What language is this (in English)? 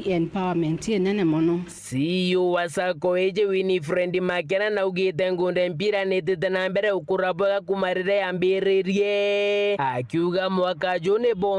Meru